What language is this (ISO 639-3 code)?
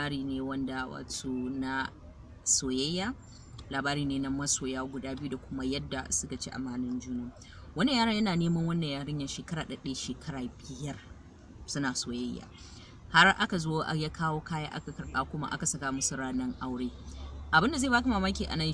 hau